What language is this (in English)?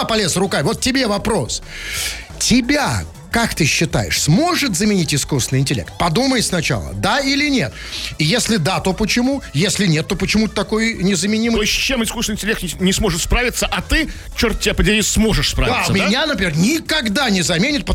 Russian